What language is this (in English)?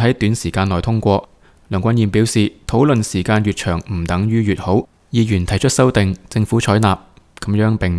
Cantonese